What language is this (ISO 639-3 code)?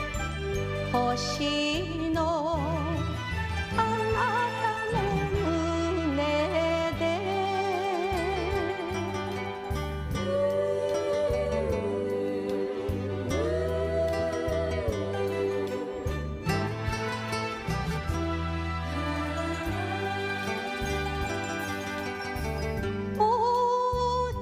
jpn